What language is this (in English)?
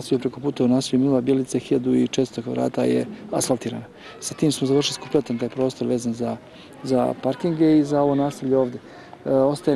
Serbian